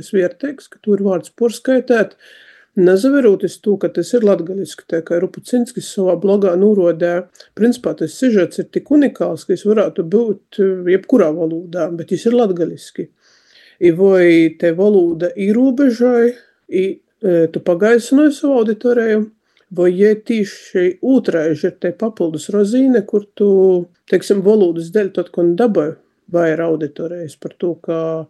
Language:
Latvian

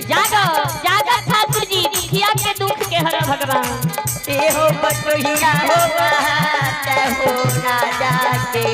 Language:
Maithili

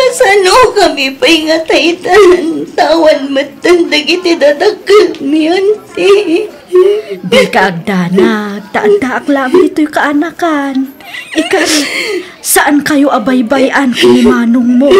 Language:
Iloko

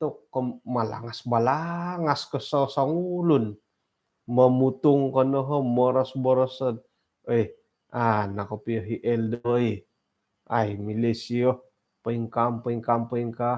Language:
Central Dusun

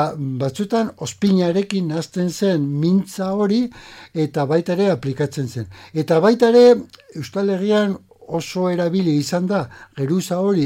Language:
Basque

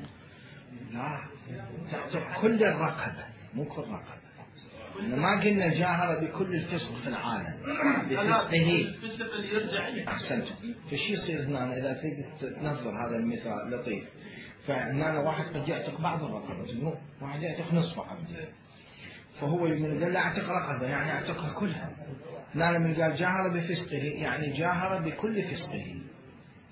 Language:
Mesopotamian Arabic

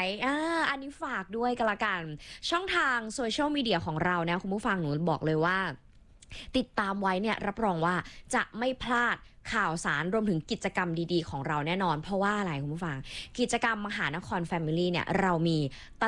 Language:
Thai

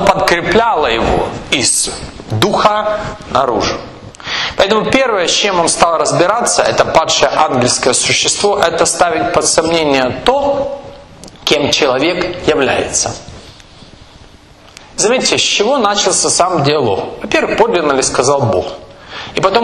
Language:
Russian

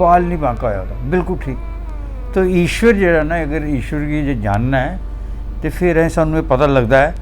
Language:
Dogri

